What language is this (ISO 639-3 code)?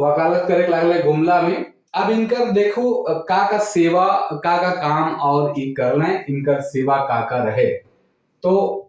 sck